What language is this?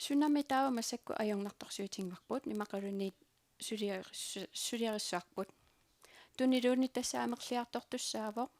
Kalaallisut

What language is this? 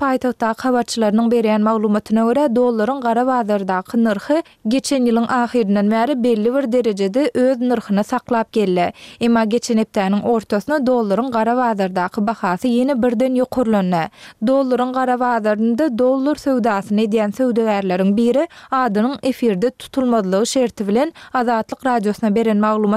Turkmen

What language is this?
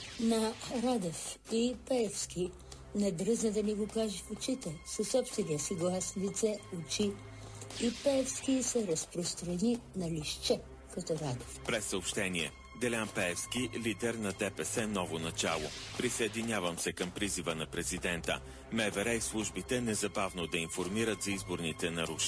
Bulgarian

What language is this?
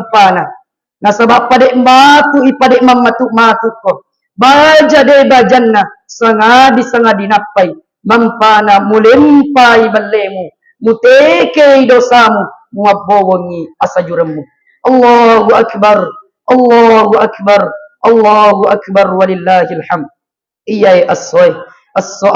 Buginese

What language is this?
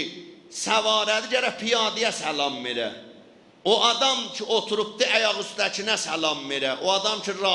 South Azerbaijani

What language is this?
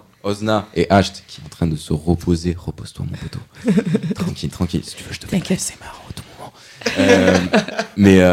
French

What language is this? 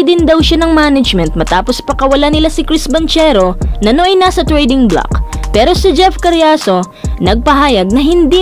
Filipino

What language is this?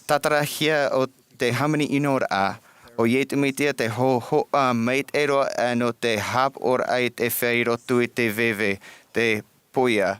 Tahitian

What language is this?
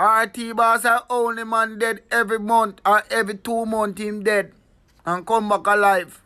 Jamaican Creole English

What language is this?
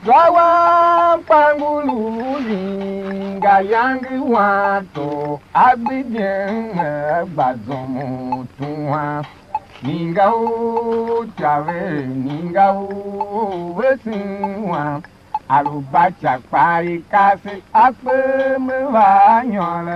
Tiv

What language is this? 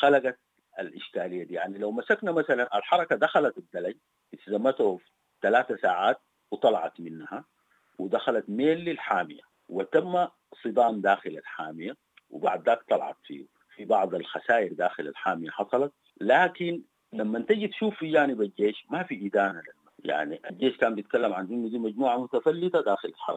Sudanese Arabic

